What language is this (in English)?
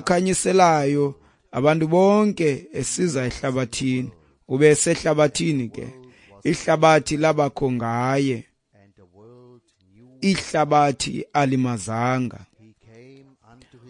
Xhosa